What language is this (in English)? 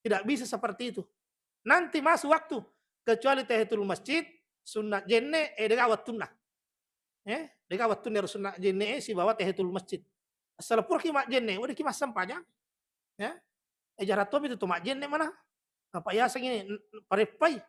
Buginese